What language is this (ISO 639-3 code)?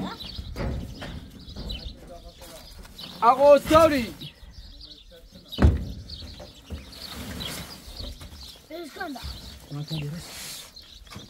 fas